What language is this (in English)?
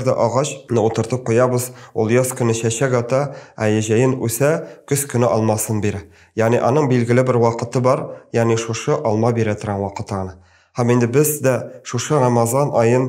Tatar